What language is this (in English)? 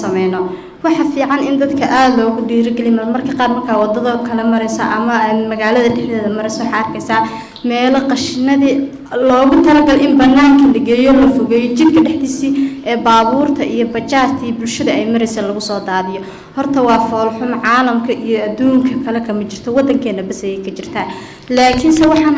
Somali